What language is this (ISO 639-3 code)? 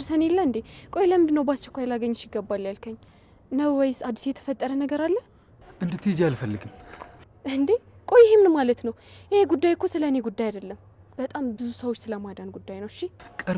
amh